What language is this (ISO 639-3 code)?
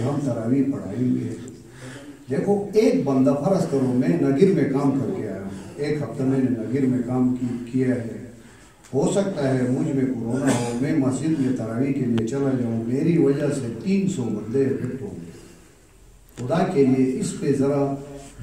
urd